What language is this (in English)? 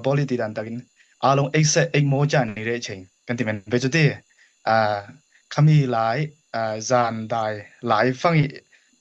Falam Chin